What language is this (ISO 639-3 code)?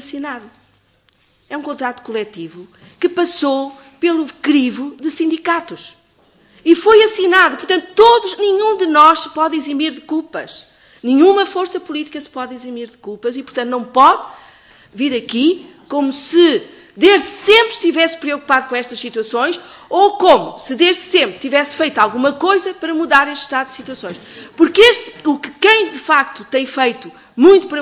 por